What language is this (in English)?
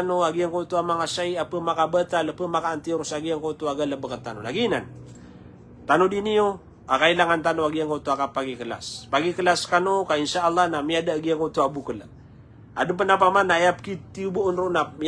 Maranao